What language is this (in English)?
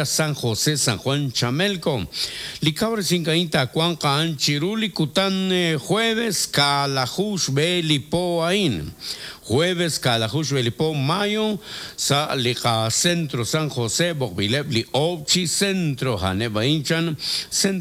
Kekchí